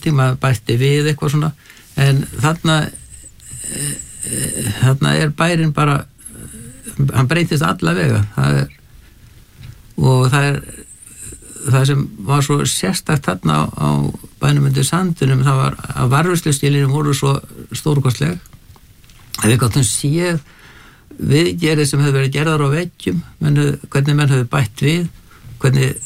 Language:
Icelandic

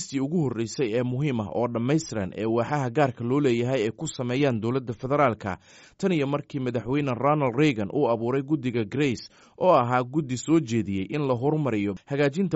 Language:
Somali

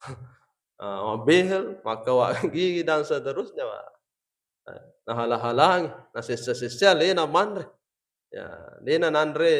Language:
Buginese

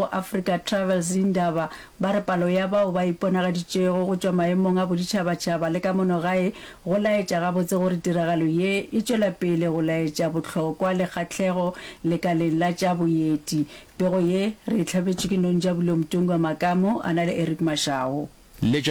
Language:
Northern Sotho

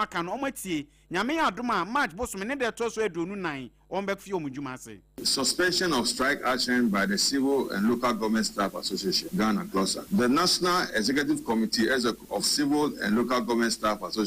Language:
Akan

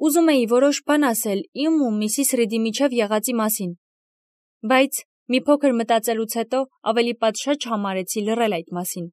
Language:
Armenian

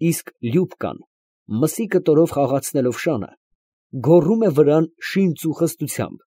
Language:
Armenian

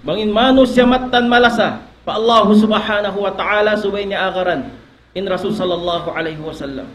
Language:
Tausug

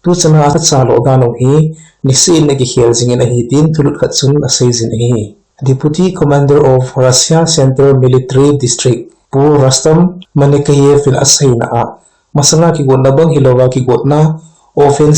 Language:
Thado Chin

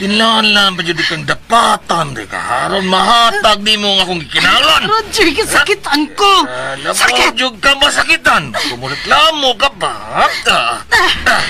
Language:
Cebuano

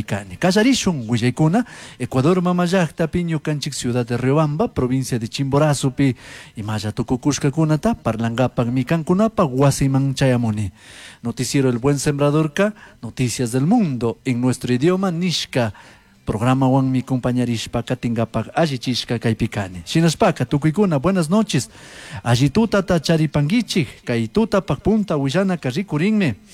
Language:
Chimborazo Highland Quichua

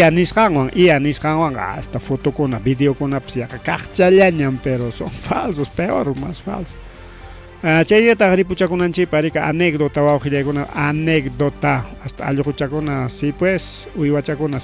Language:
Ayacucho Quechua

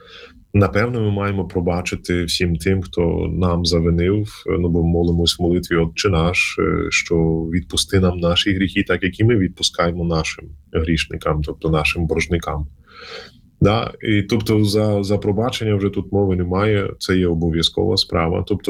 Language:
Ukrainian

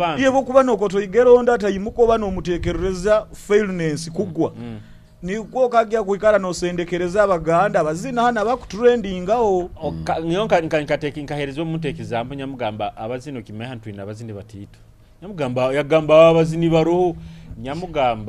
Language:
Nyoro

